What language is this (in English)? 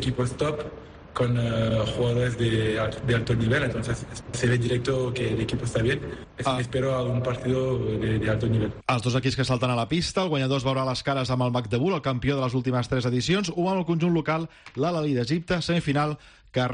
Catalan